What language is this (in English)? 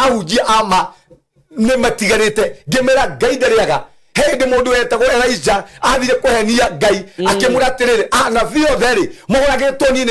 Kikuyu